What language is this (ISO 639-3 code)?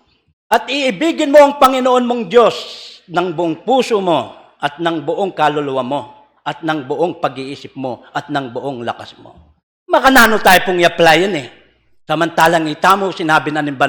pam